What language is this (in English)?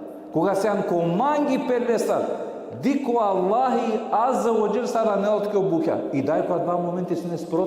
Balkan Romani